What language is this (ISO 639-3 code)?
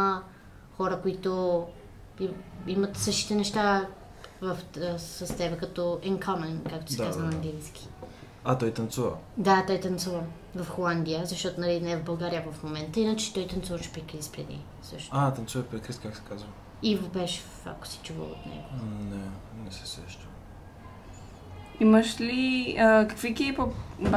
bul